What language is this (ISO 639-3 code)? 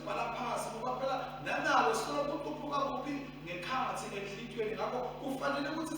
ssw